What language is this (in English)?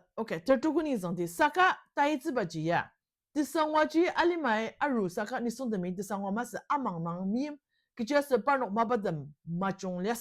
Ao Naga